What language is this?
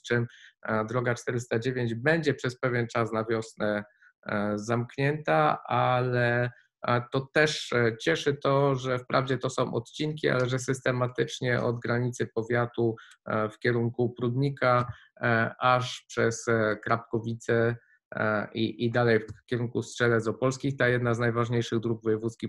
Polish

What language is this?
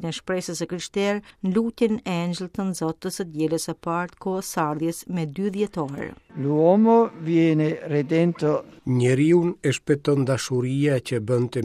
Albanian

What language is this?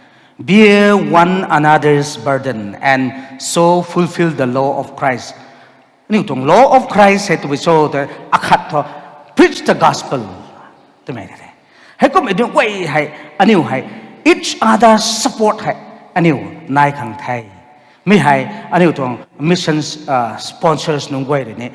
Rongmei Naga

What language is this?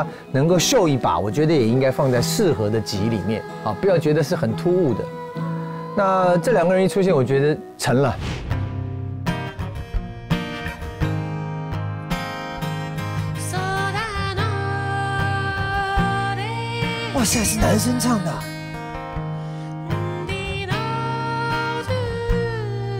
Chinese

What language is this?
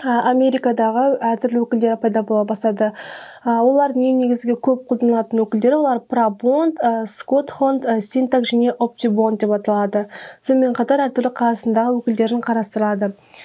Kazakh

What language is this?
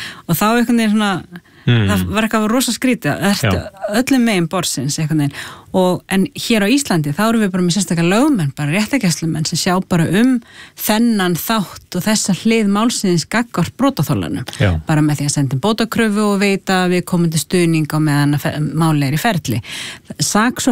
Icelandic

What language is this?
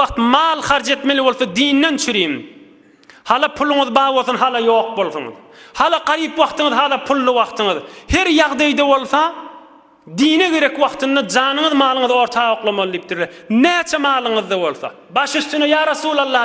Turkmen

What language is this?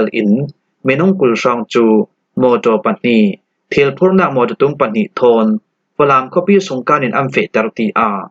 Falam Chin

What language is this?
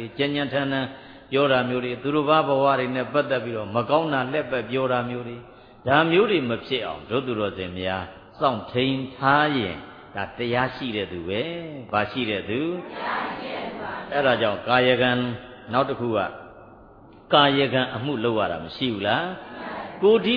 Burmese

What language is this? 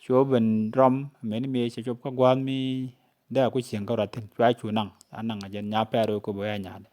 Nuer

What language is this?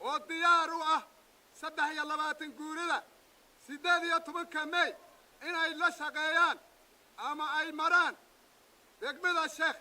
Somali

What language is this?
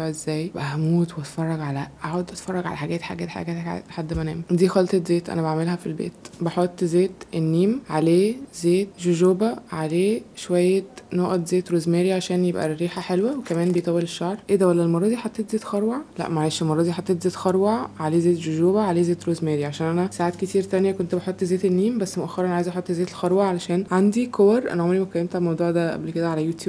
Egyptian Arabic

